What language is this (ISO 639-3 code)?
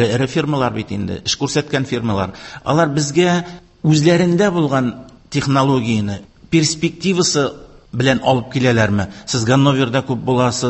tat